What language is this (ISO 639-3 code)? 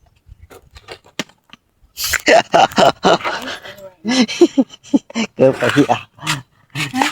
tts